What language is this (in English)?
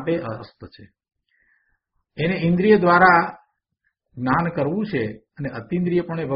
Gujarati